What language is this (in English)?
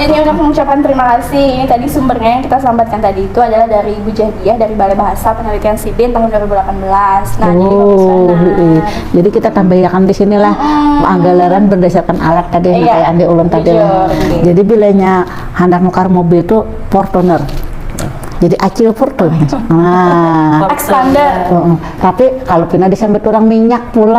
Banjar